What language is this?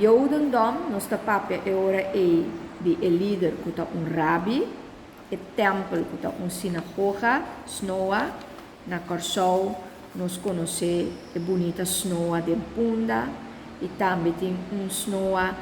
Papiamento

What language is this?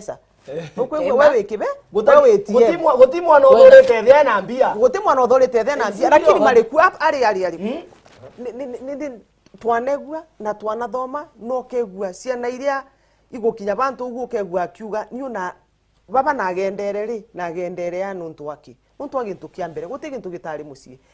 Meru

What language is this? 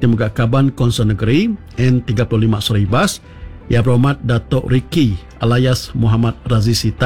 Iban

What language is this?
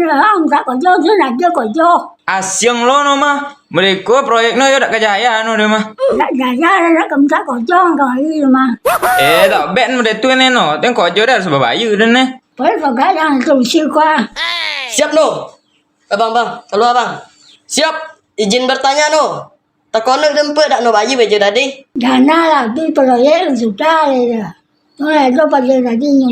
Minangkabau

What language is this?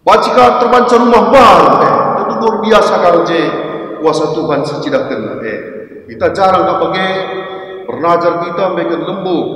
Batak Karo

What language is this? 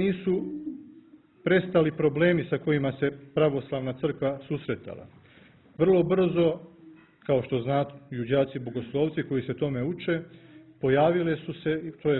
Serbian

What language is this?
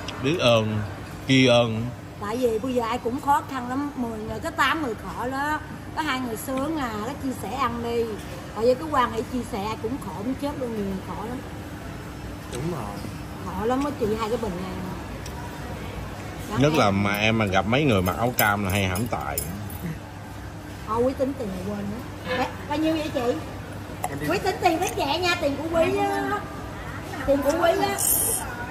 Vietnamese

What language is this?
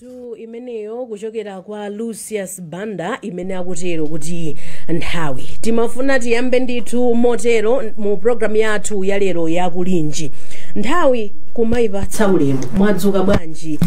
Nyanja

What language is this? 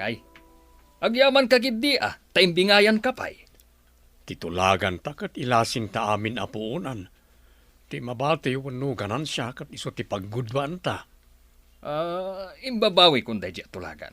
Iloko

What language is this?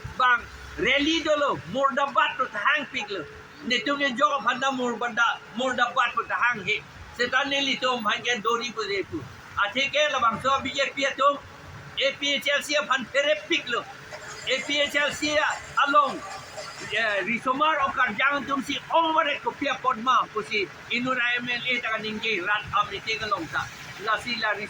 Karbi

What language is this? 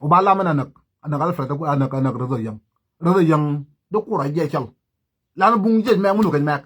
Nuer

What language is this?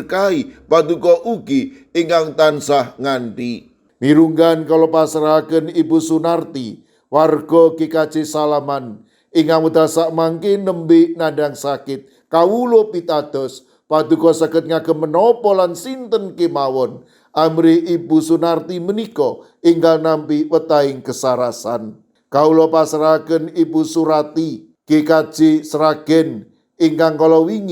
Javanese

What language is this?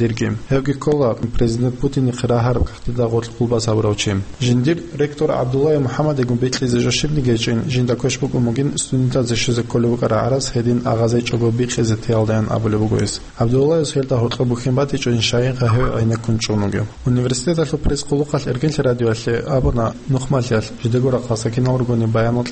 Avaric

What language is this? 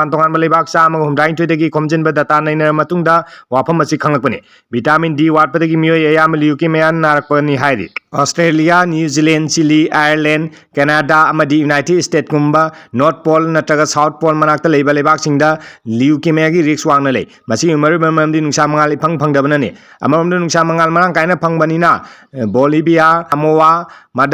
Manipuri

